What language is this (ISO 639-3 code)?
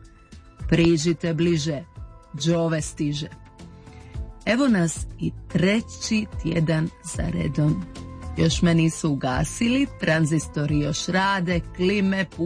hrv